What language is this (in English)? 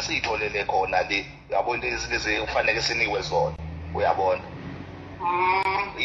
Zulu